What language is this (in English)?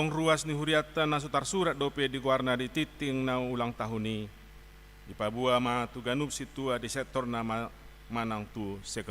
Batak Toba